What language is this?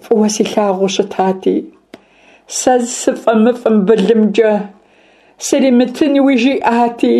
Kabardian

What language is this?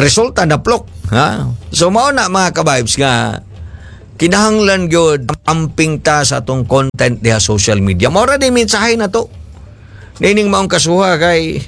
Cebuano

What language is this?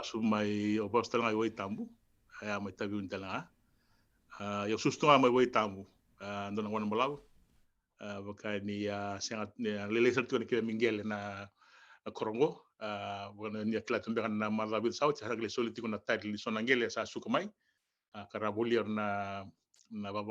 Fijian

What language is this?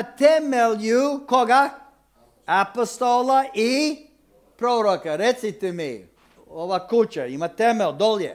Croatian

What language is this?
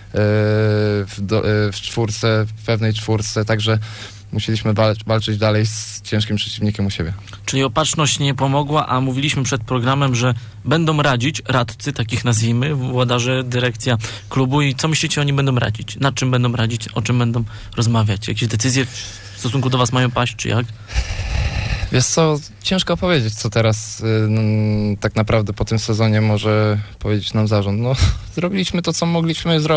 Polish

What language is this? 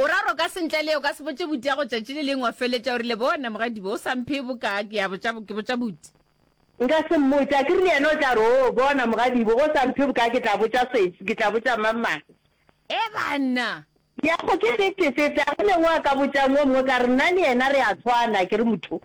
Northern Sotho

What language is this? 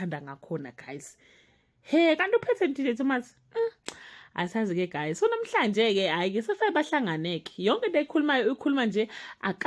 Zulu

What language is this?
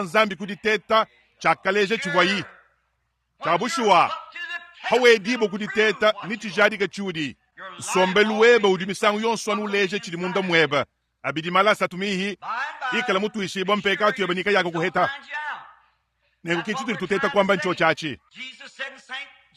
Luba-Lulua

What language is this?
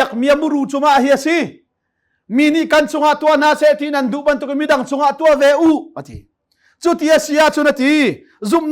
Hakha Chin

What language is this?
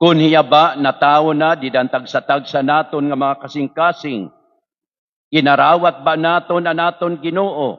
Waray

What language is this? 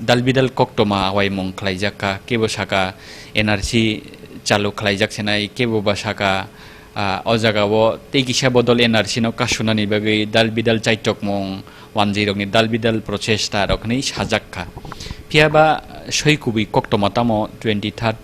Kok Borok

